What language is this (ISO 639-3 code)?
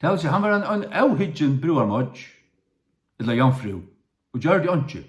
fao